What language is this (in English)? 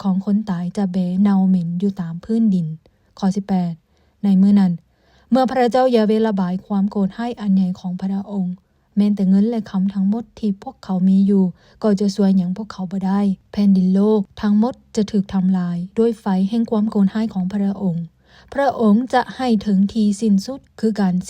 Lao